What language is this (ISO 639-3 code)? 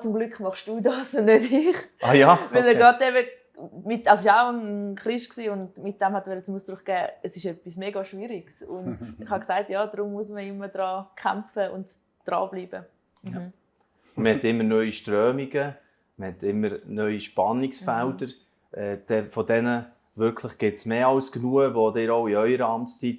gsw